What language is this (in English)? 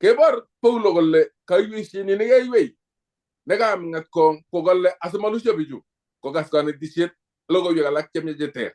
Kalenjin